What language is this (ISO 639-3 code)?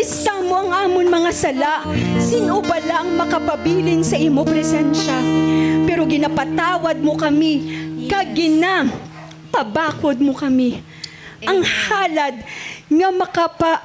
hil